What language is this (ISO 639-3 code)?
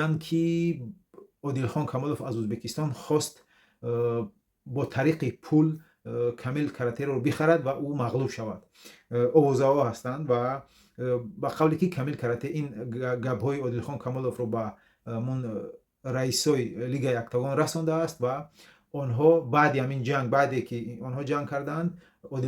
tgk